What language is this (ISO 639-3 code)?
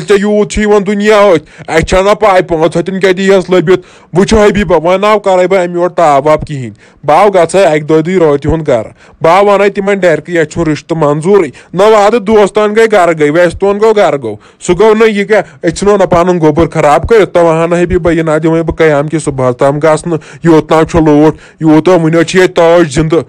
kas